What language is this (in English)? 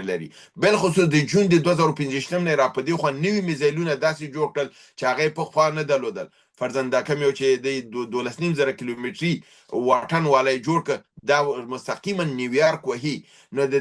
Pashto